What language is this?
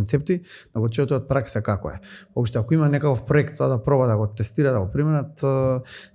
Macedonian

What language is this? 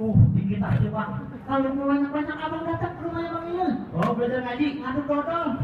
Betawi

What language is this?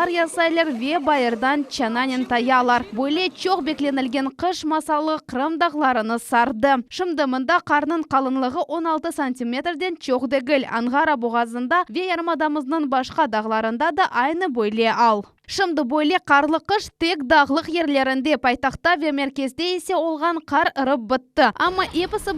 Crimean Tatar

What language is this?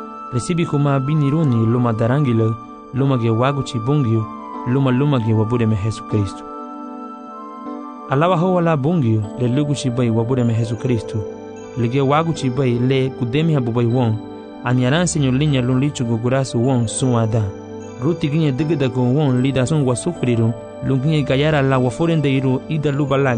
Garifuna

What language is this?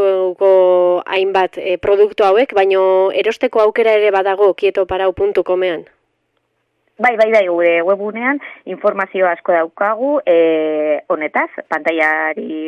Basque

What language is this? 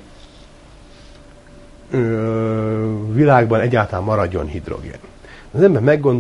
Hungarian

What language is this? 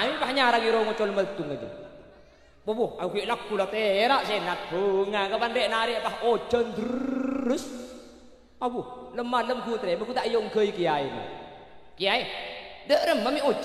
Madurese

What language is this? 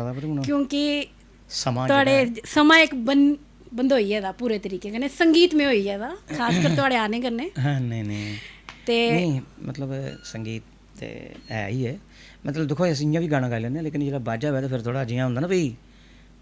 Dogri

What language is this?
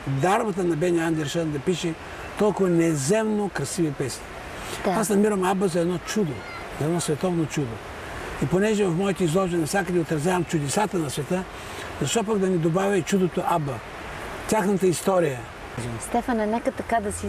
Bulgarian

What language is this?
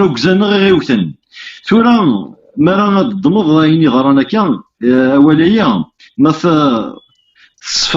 Kabyle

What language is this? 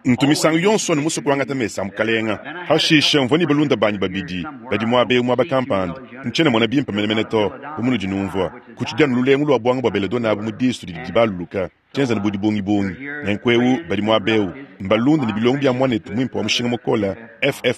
Luba-Lulua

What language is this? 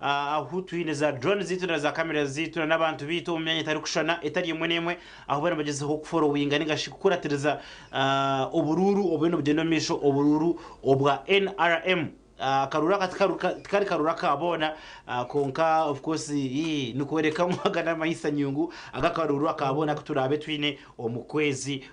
Nyankole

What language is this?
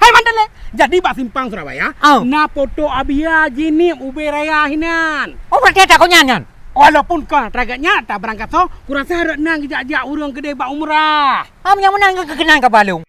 Achinese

